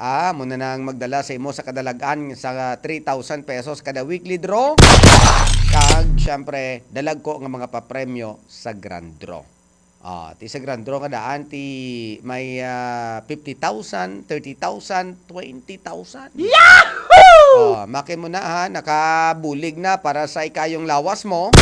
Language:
Hiligaynon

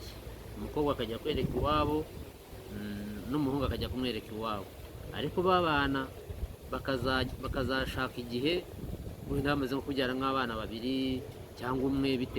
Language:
Kinyarwanda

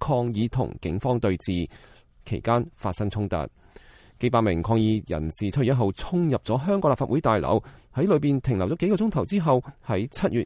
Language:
Cantonese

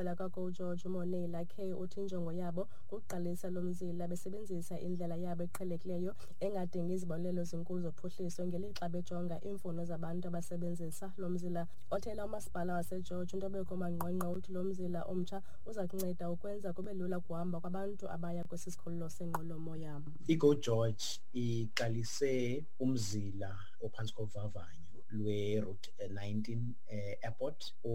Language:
Xhosa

